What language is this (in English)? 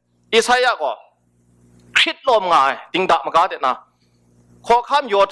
Kachin